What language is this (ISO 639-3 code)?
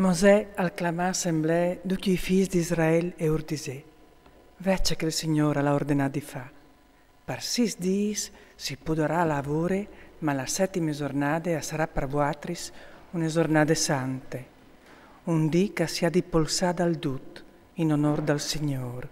fur